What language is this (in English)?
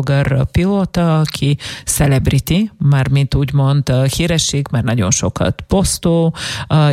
Hungarian